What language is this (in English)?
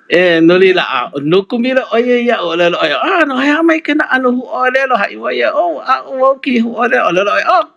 Hawaiian